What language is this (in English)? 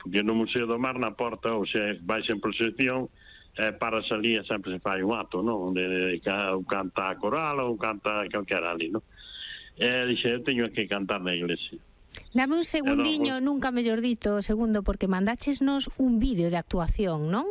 Galician